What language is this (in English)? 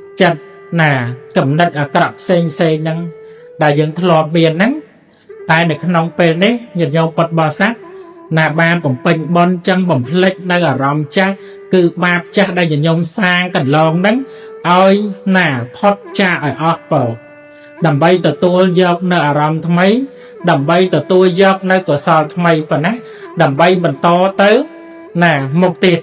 Khmer